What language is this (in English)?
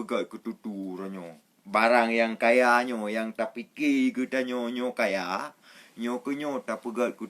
Achinese